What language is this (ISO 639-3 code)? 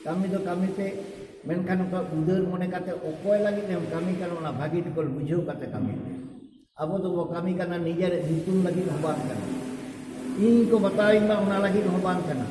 sat